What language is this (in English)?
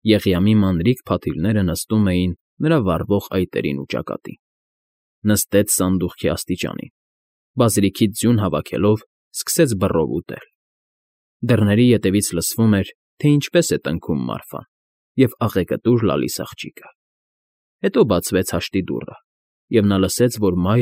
Armenian